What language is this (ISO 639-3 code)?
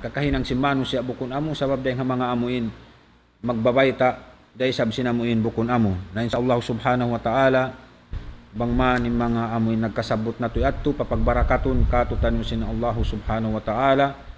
tsg